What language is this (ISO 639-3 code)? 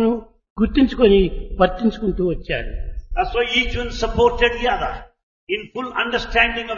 tel